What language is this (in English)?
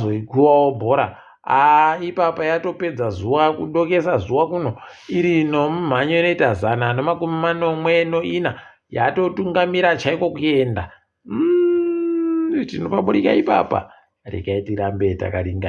Ndau